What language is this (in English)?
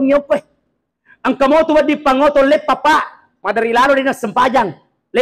Buginese